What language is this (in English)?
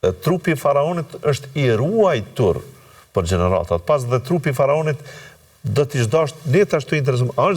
Albanian